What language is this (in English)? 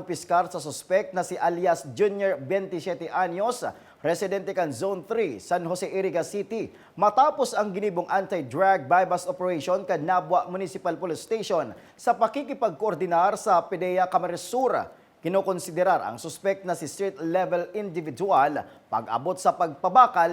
Bikol